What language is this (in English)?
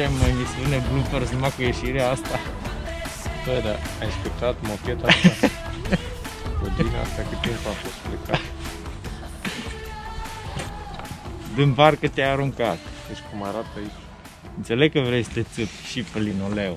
Romanian